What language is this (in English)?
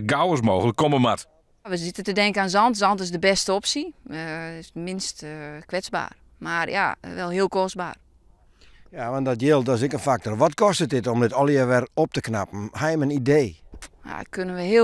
Western Frisian